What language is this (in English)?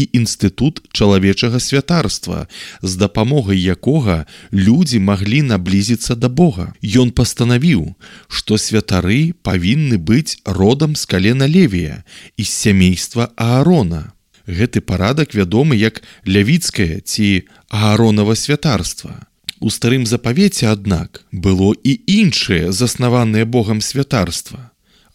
Belarusian